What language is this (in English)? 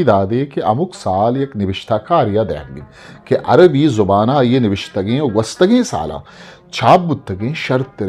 Eastern Balochi